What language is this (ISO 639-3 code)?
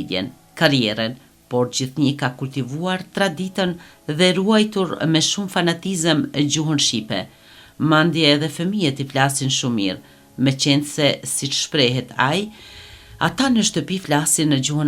sqi